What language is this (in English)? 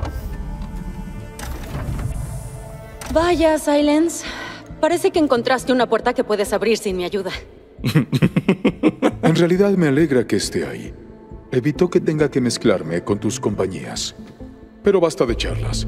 Spanish